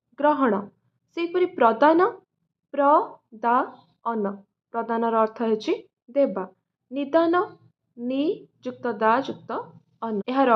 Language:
Odia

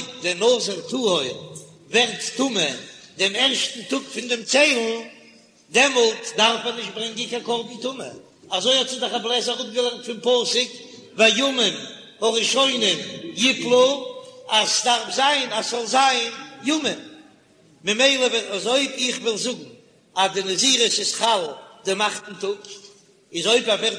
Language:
Yiddish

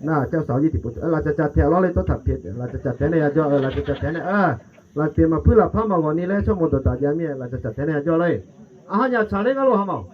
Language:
Akha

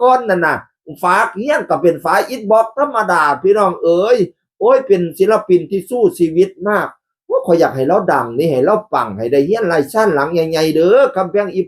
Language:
Northeastern Thai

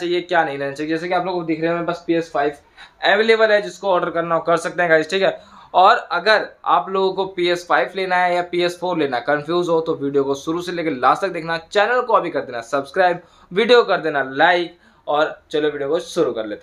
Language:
Hindi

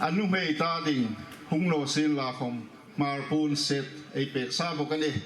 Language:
Hmar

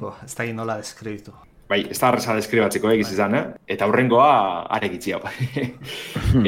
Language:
Basque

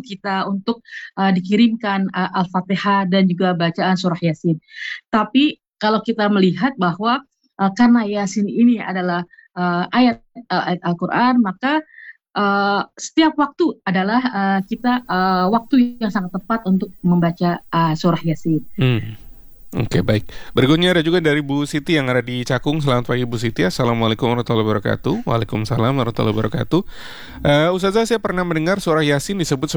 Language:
Indonesian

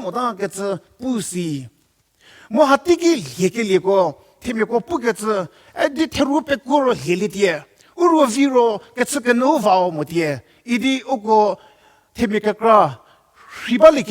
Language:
Angami Naga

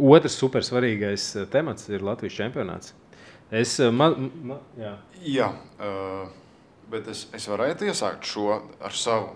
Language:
Latvian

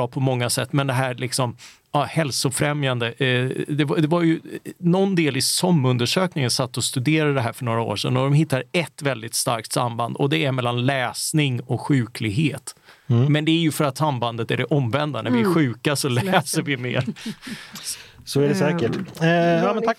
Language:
Swedish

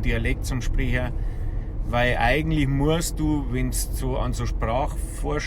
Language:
Bavarian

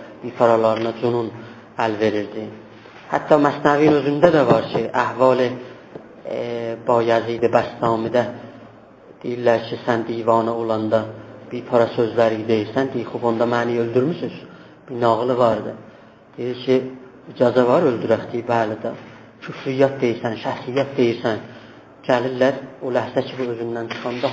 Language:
South Azerbaijani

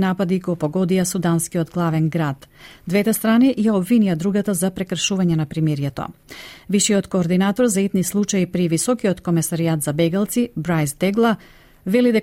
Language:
Macedonian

